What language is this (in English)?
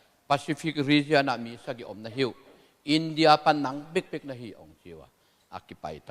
Tedim Chin